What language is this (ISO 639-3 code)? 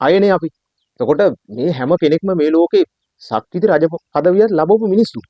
sin